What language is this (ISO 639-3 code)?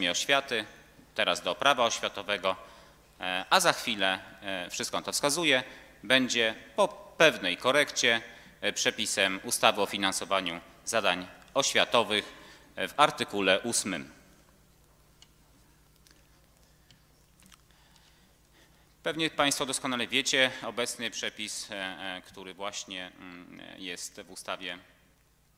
pol